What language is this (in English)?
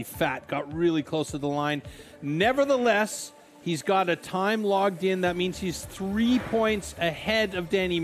English